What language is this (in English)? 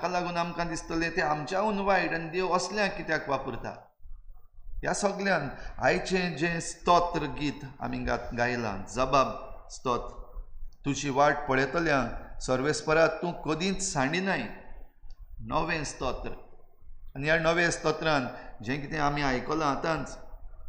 Konkani